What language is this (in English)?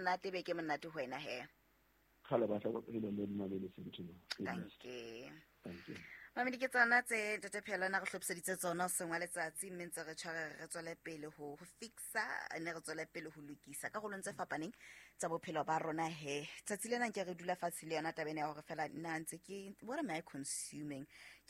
Southern Sotho